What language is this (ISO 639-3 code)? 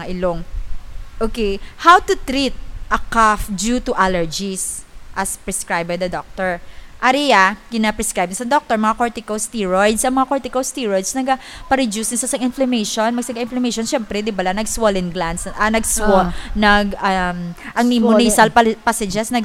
hil